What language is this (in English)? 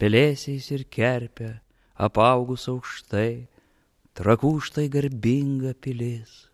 Lithuanian